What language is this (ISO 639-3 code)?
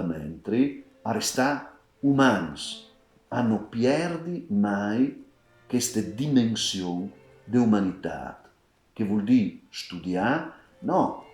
fur